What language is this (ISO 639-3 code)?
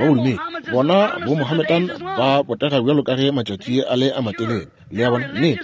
nso